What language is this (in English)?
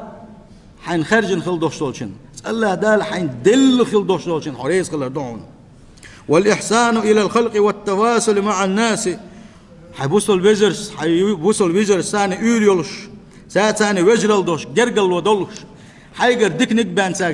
Chechen